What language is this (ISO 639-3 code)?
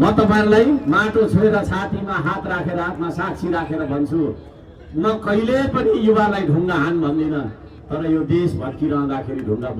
nep